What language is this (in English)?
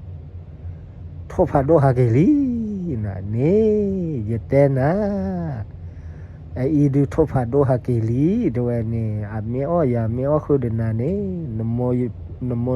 S'gaw Karen